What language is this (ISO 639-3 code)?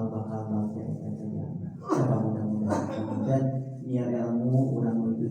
sun